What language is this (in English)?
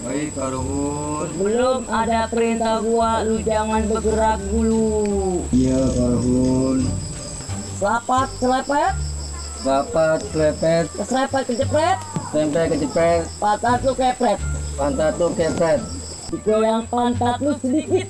Betawi